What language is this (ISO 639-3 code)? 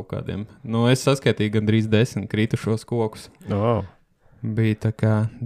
lav